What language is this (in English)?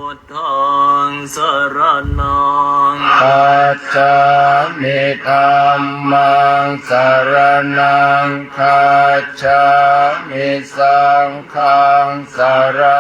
Pali